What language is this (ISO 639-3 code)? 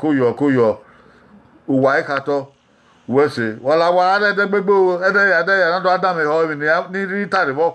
bin